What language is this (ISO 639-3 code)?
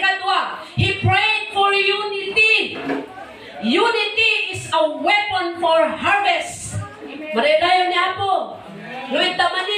ilo